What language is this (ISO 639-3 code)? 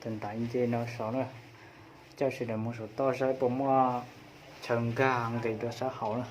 hmn